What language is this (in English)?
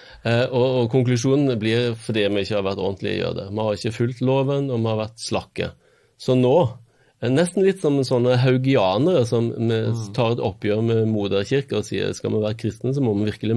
Norwegian